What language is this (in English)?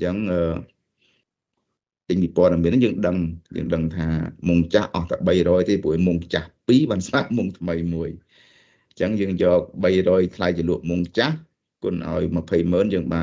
Khmer